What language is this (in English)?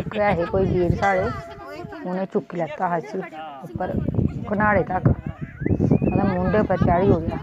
Dogri